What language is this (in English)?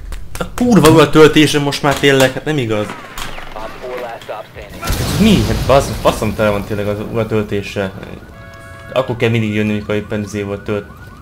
Hungarian